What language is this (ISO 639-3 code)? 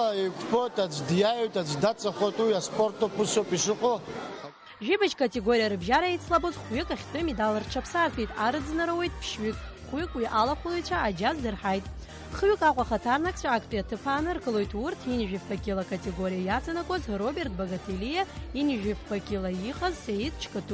abk